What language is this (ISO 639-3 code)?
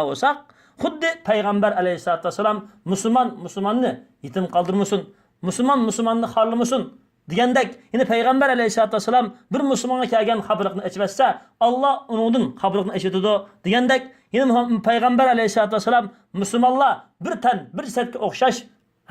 uig